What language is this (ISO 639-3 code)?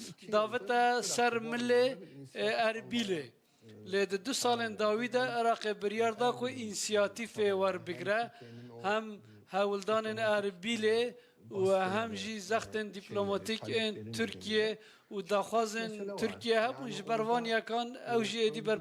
kur